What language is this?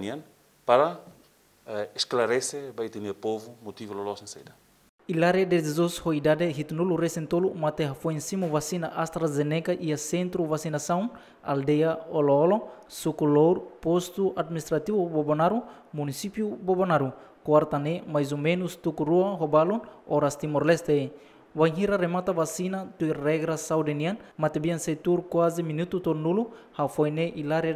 Tetum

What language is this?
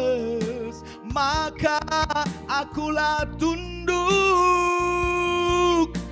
Batak Karo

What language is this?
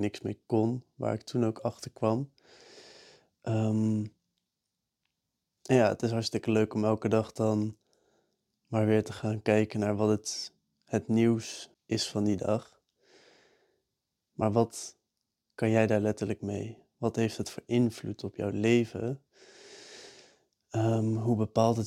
Dutch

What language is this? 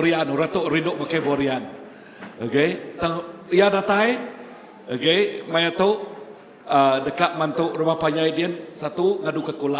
Iban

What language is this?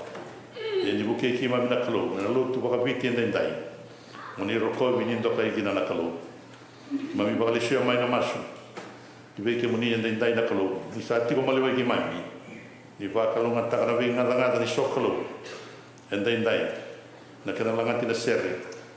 Fijian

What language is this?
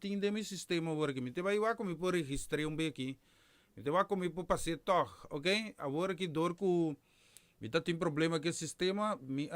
Papiamento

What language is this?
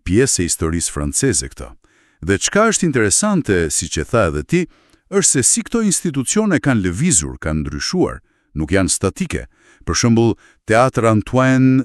Albanian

